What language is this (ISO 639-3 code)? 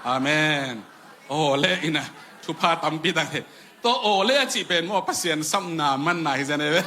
ctd